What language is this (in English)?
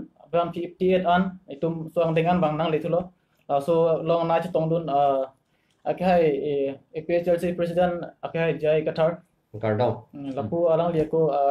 Karbi